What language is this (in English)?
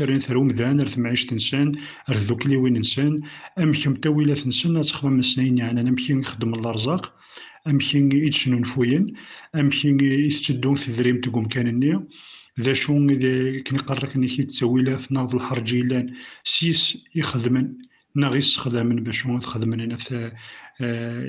Kabyle